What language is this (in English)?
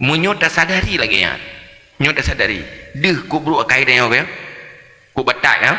Achinese